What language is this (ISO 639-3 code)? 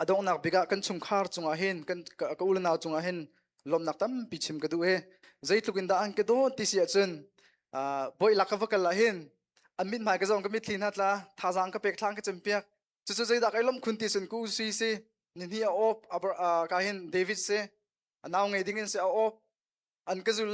cnh